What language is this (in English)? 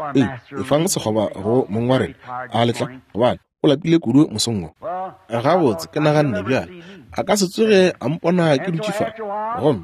Northern Sotho